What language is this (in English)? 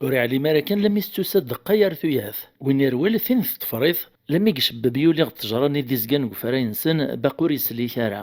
Kabyle